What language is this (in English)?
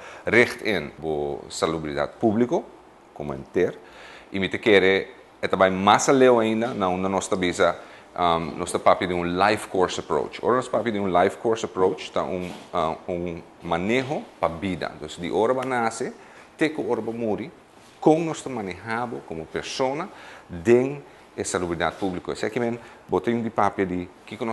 Papiamento